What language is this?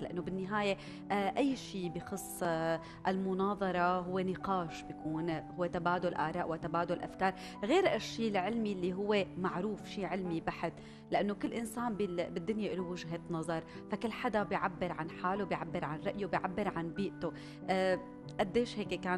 North Levantine Arabic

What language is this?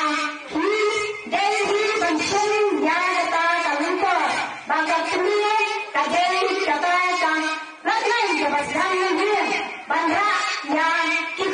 Khasi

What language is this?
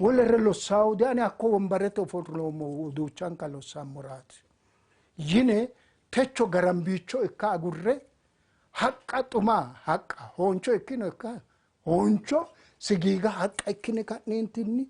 Sidamo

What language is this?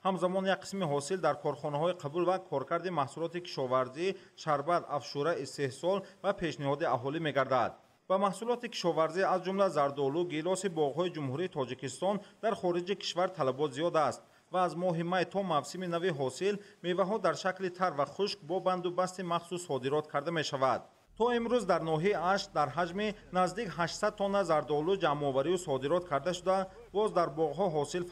Tajik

